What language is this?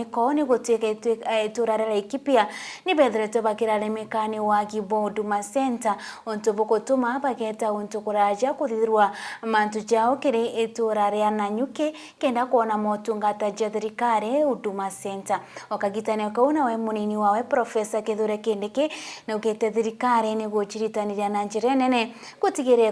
Meru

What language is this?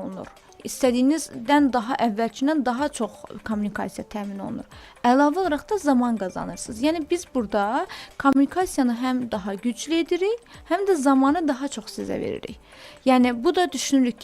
Azerbaijani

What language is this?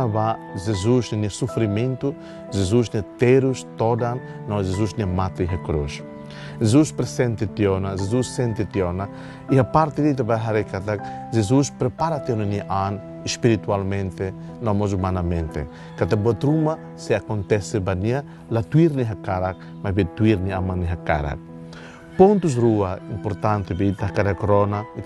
Tetum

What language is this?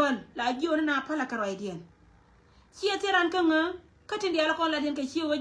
Nuer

